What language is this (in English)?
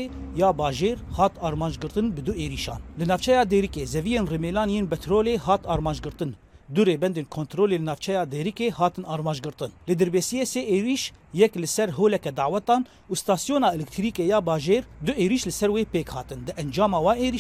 Kurdish